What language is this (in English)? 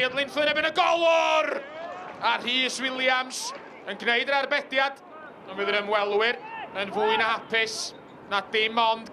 Welsh